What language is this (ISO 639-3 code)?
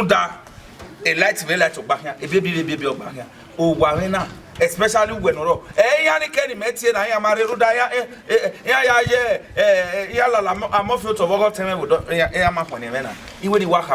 bin